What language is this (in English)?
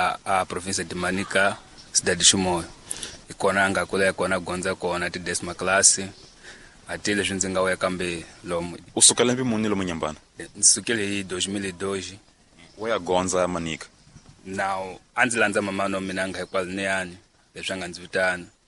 Tsonga